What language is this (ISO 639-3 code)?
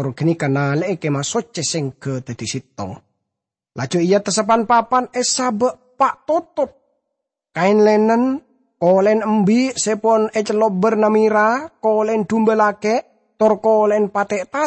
mad